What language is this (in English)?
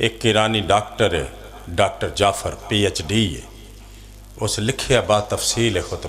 Pahari-Potwari